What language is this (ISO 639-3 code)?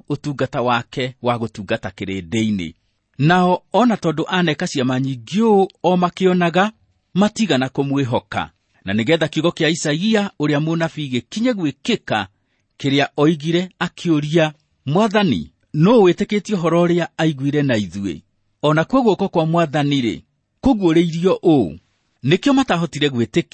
kik